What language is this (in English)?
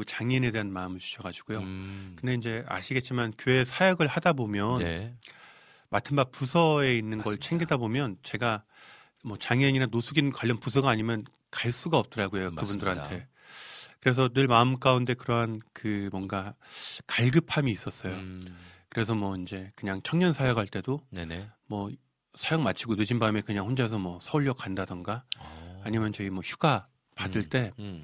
Korean